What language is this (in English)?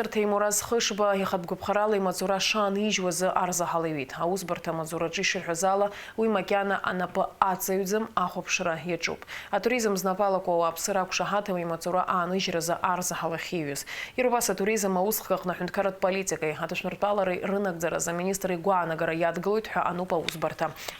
Abkhazian